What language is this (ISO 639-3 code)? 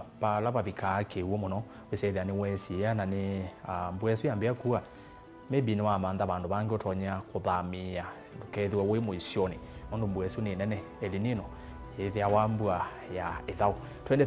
kam